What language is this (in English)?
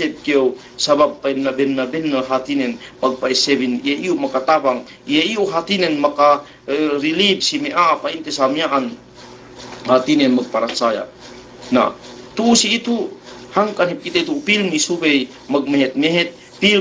Yakan